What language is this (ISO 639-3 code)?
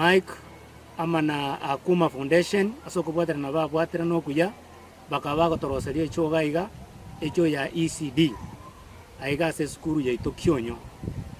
guz